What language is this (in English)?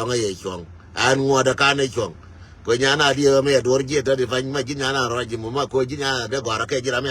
Nuer